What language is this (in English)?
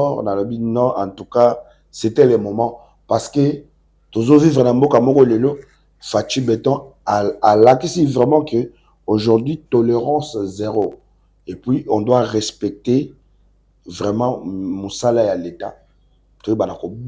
Lingala